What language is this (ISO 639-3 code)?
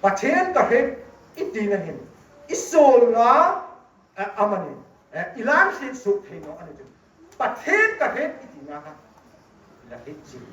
hmr